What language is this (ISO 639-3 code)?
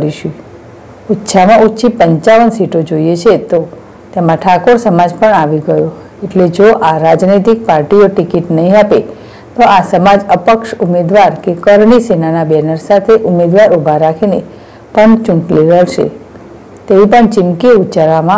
guj